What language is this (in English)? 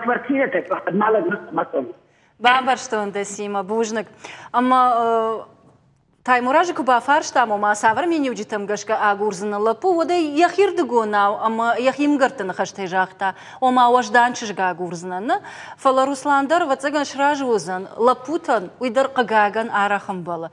Ossetic